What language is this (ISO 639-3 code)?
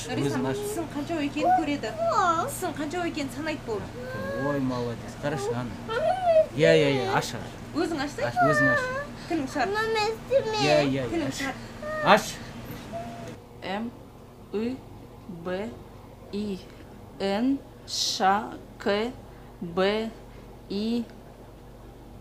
kaz